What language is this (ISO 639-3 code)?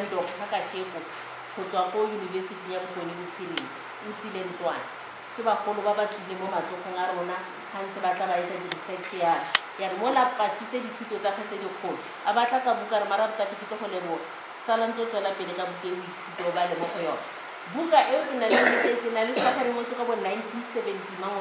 tsn